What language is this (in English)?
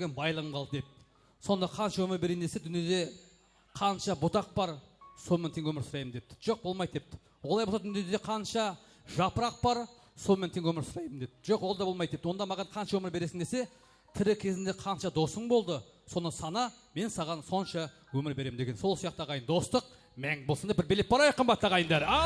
Kara-Kalpak